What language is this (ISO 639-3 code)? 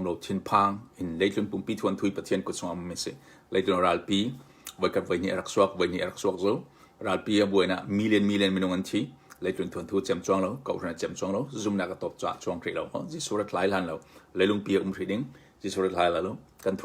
cnh